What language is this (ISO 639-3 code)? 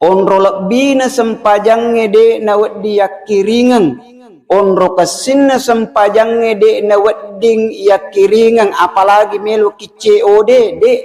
bug